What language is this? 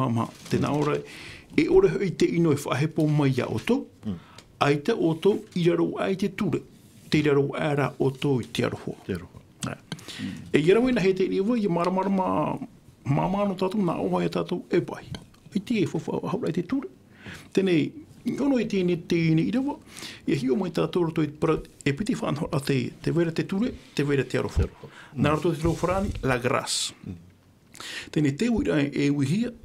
Tahitian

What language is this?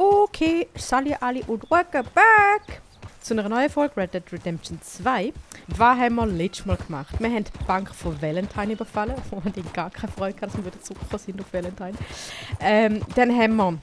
Swiss German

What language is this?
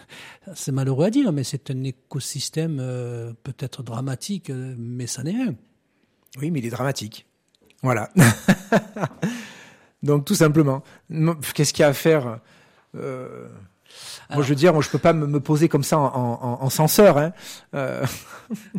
French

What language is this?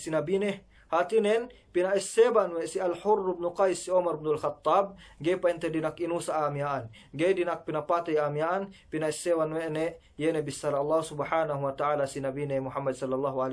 Yakan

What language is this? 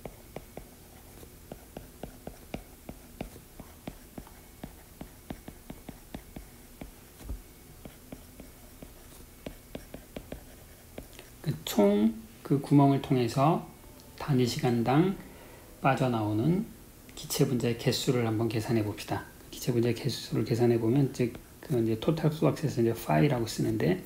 Korean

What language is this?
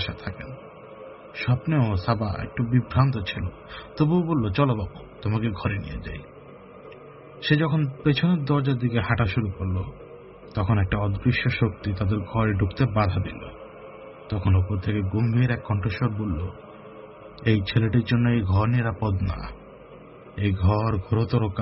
Bangla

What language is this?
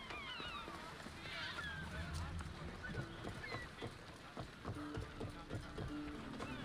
French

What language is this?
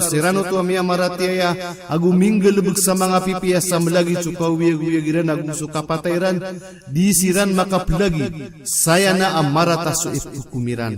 Maranao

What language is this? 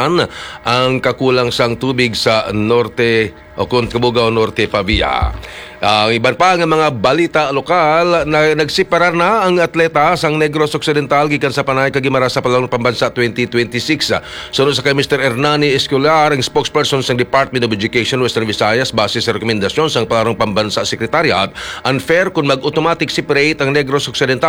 Hiligaynon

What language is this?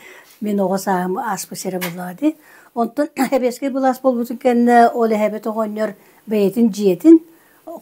Yakut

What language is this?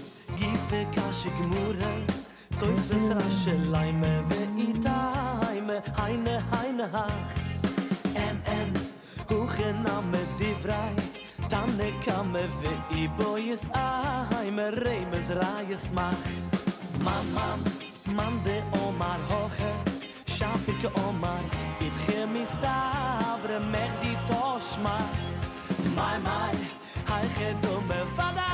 Yiddish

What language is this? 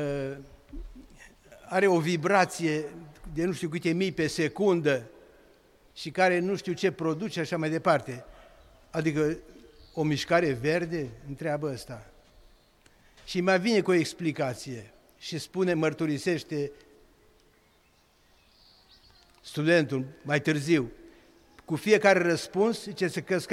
Romanian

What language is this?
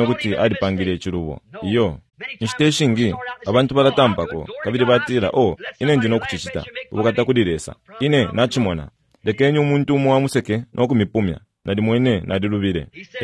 Bemba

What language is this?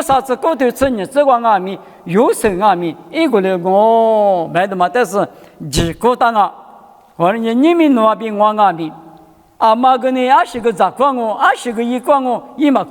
Lisu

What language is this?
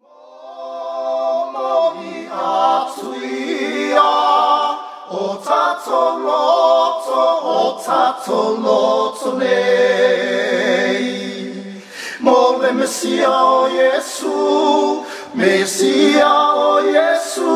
Samoan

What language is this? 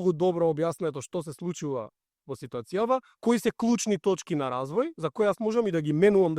Macedonian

